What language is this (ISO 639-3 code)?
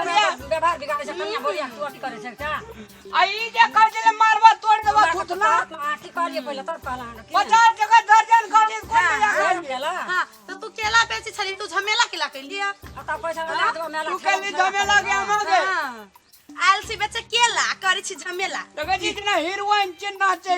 mai